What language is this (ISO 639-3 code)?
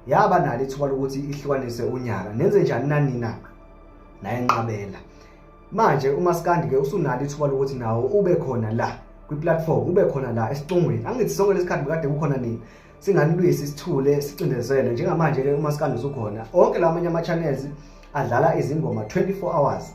zul